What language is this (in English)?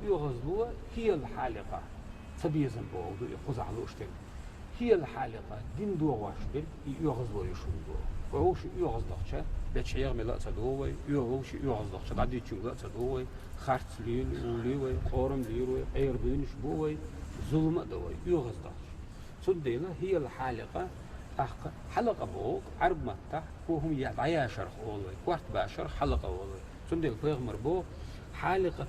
Chechen